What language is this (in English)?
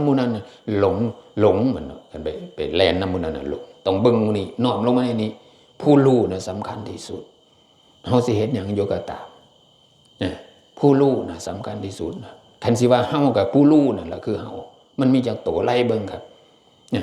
Northeastern Thai